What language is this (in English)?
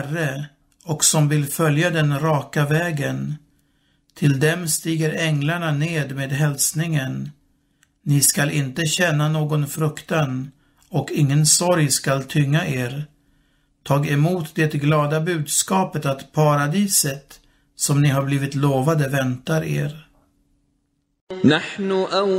Swedish